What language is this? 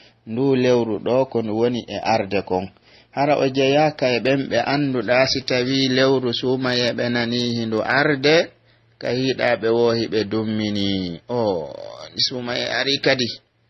Pular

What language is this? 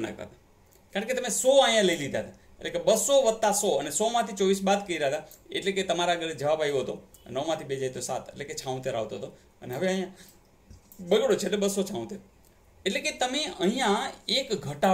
Gujarati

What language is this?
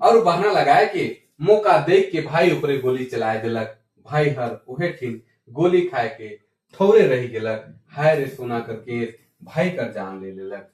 Sadri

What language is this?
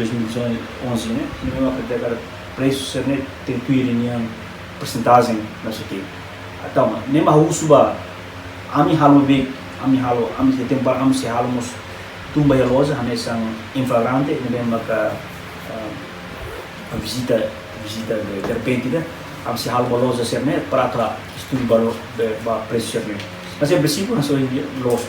Tetum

